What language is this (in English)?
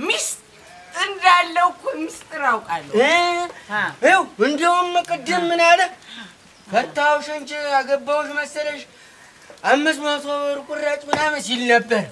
Amharic